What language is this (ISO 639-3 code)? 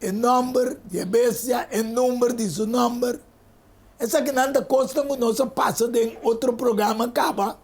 pap